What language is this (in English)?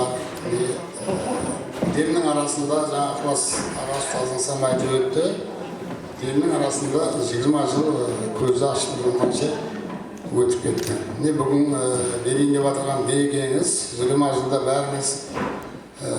Kara-Kalpak